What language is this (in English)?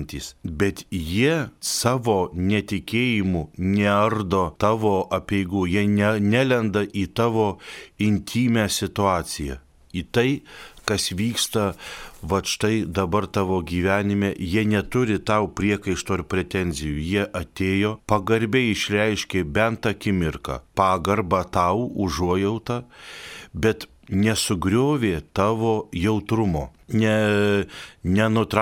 Lithuanian